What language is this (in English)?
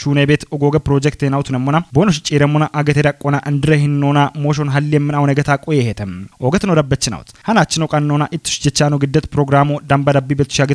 Kafa